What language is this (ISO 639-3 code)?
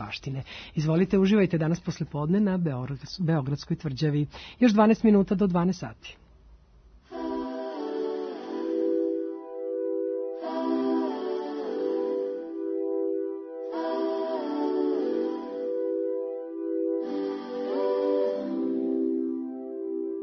srp